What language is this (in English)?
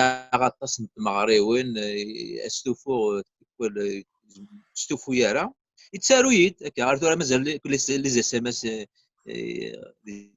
Kabyle